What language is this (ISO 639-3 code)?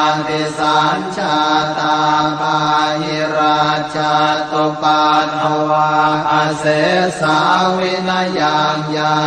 pli